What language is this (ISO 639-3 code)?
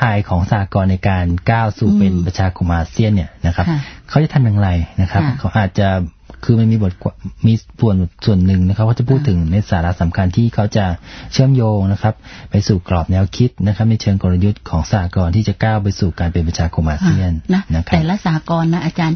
tha